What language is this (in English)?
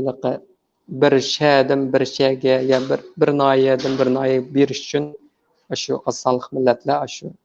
Uyghur